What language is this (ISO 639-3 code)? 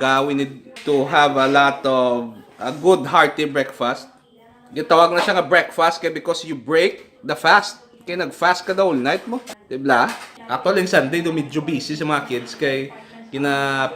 hil